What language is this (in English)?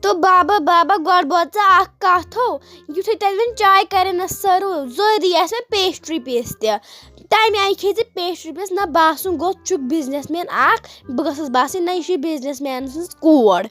Kashmiri